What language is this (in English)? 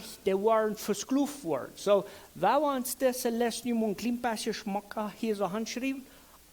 Plautdietsch